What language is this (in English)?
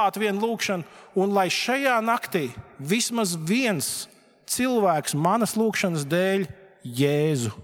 Latvian